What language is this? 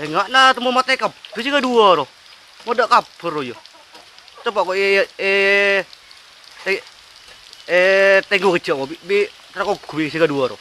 Madurese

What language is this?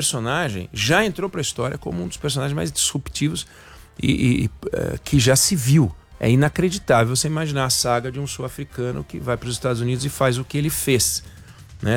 Portuguese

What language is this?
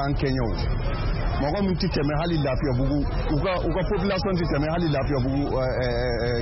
Bambara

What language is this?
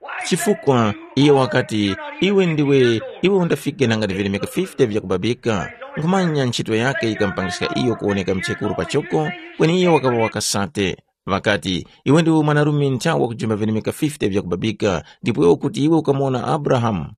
Tumbuka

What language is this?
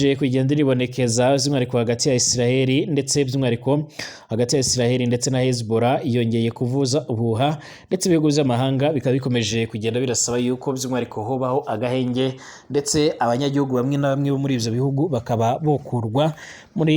Rundi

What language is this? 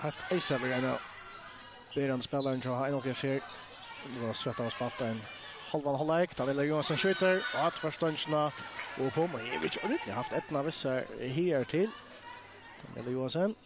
Faroese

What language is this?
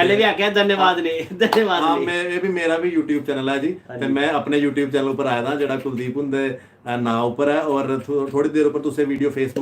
Dogri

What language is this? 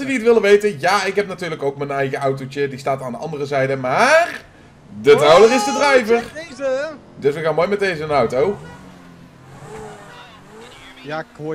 Dutch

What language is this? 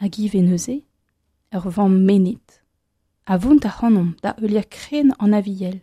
Breton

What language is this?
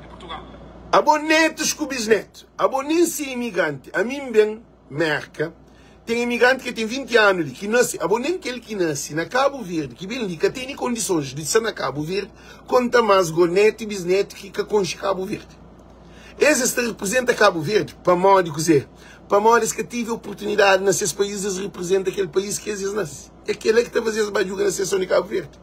Kabuverdianu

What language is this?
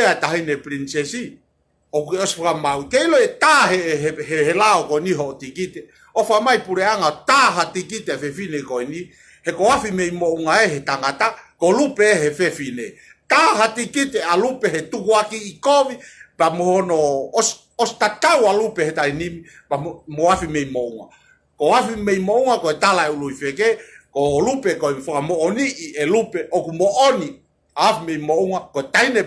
Tongan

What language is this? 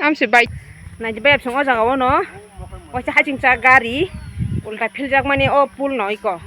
Kok Borok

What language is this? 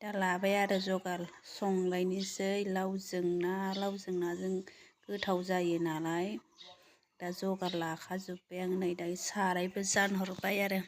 Bodo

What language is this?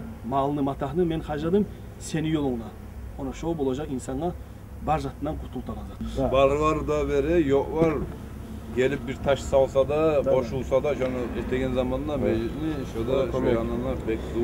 Kumyk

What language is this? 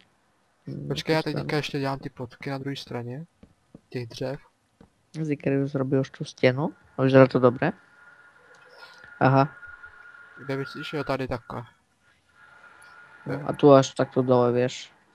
Czech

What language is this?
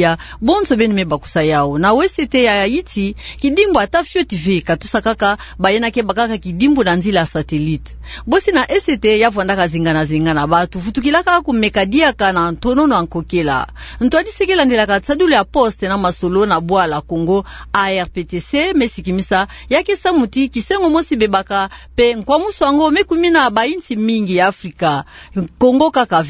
Kituba (Democratic Republic of Congo)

